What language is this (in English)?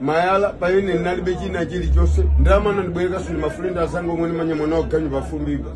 Nyanja